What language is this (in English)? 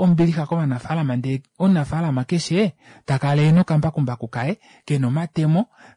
Kuanyama